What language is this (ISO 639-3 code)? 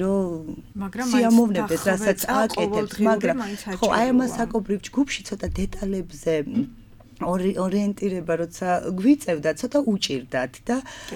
kat